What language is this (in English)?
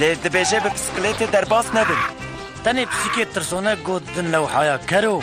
Kurdish